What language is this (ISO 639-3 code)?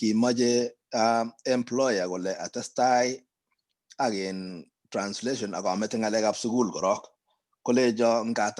kln